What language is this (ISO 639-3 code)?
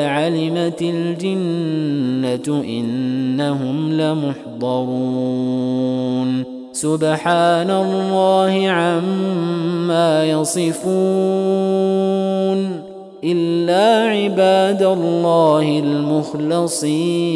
ara